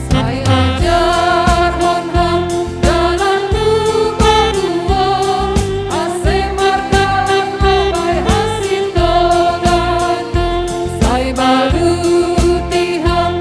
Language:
Batak Simalungun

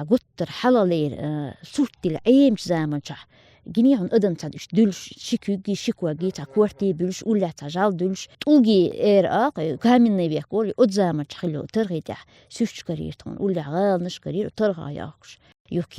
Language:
Chechen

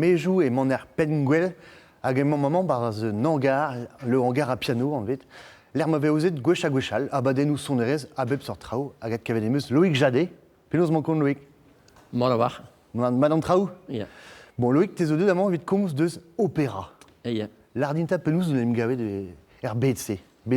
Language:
Breton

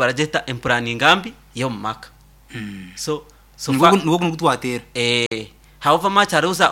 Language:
Nyankole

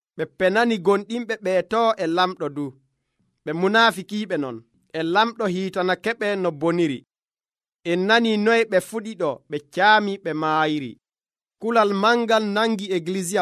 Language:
Nigerian Fulfulde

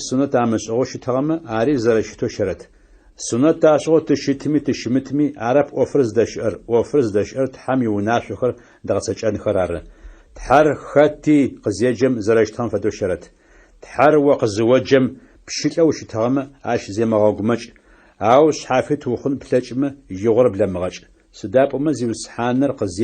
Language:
Adyghe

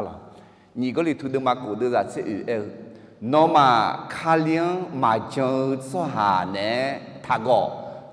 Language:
Akha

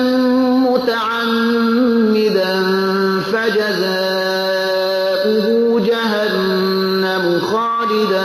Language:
Persian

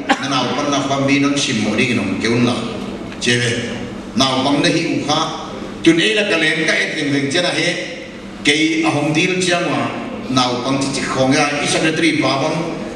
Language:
Paite Chin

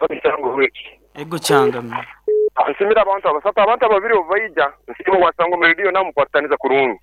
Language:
Nyoro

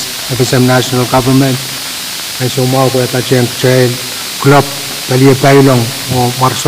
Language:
Pohnpeian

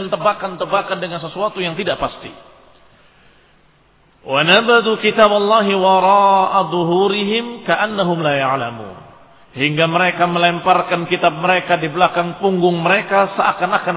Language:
Indonesian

